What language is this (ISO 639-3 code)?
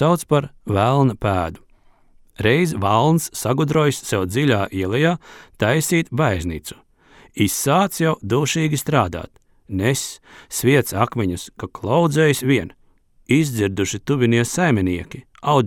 lav